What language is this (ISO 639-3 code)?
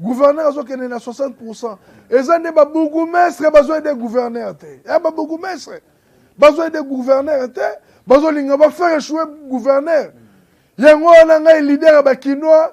lin